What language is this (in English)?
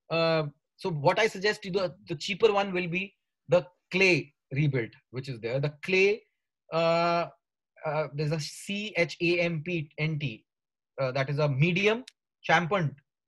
English